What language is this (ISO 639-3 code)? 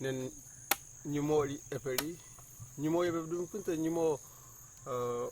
kms